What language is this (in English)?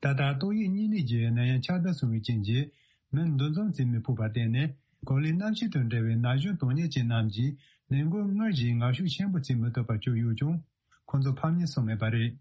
Tibetan